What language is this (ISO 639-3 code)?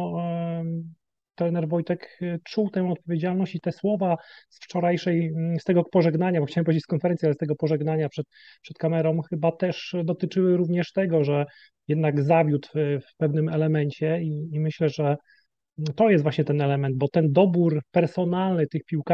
pol